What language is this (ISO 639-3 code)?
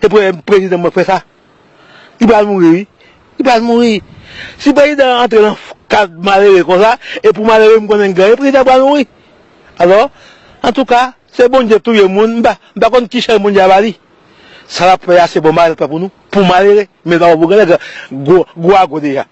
hat